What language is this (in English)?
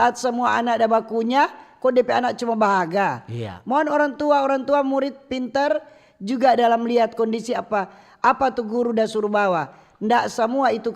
Manado Malay